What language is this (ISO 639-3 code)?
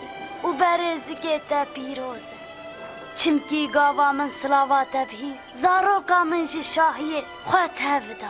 kur